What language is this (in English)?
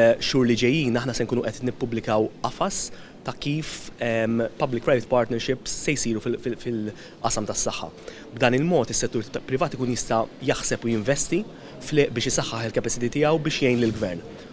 Maltese